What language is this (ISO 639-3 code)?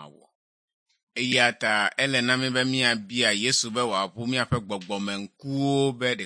ewe